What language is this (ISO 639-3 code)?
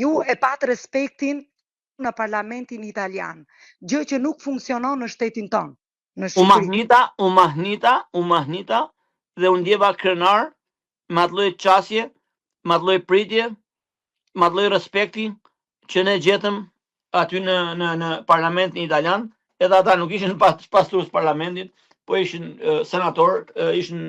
sqi